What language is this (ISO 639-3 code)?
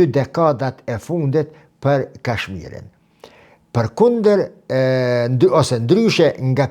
sqi